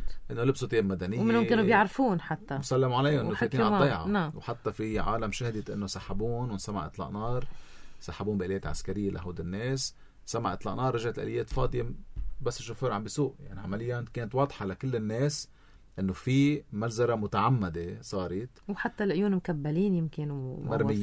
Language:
North Levantine Arabic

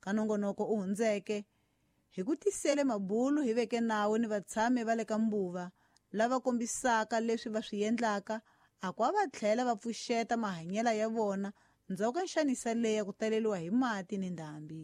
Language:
Tsonga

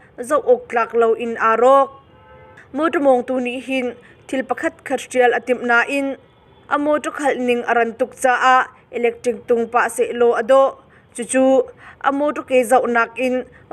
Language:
Hakha Chin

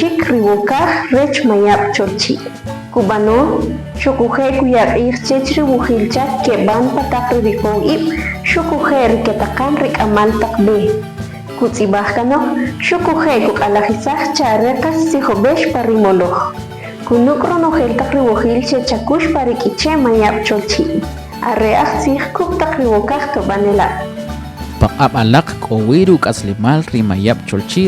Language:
Kʼicheʼ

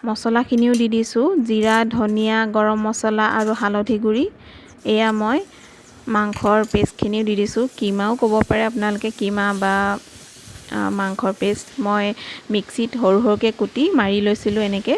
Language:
Assamese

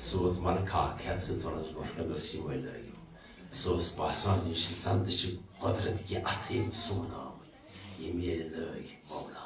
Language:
Kashmiri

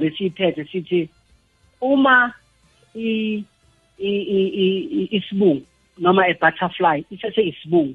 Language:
South Ndebele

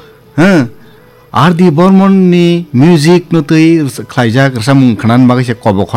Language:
Kok Borok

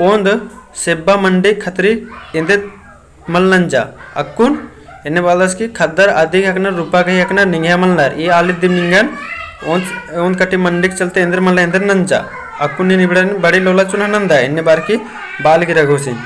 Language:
Kurukh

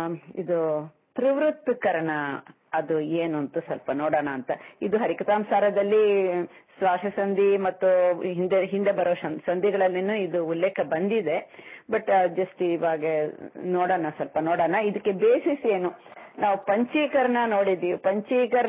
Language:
Kannada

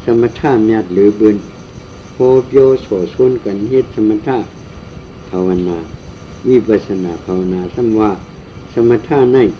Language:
Shan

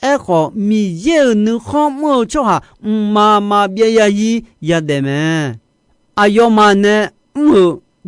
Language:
Akha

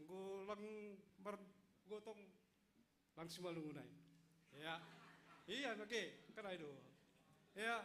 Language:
Batak Simalungun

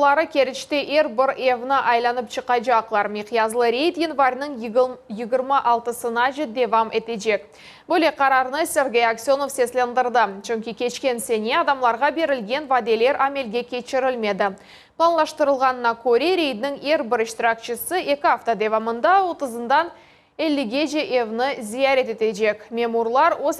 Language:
Crimean Tatar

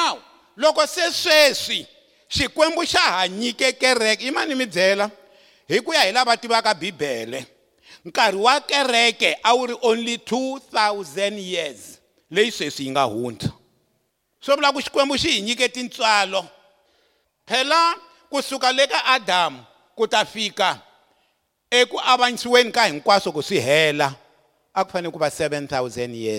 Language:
Tsonga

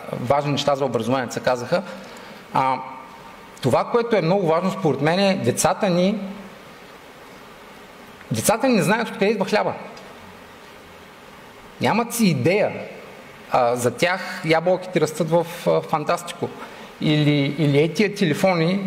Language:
Bulgarian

